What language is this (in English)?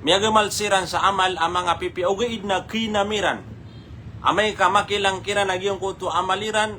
Maranao